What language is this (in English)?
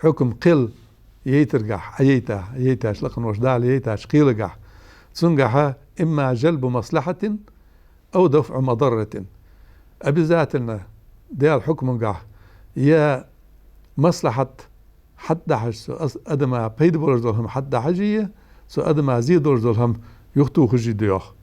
Ingush